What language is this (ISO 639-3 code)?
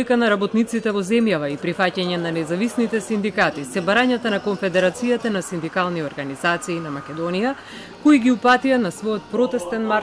mkd